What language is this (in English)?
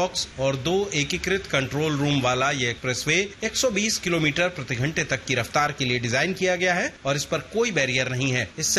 Hindi